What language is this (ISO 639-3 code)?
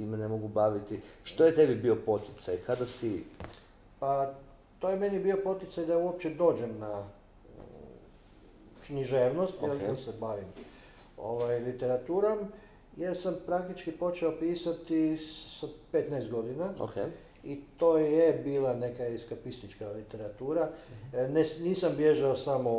hrv